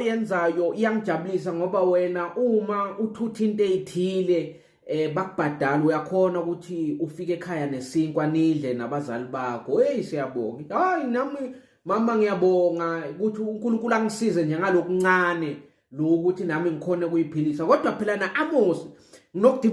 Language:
Zulu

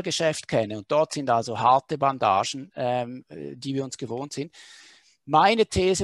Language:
German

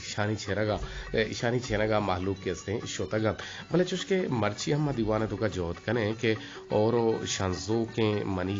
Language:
Eastern Balochi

